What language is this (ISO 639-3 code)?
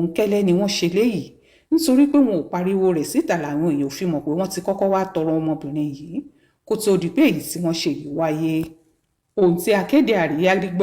yor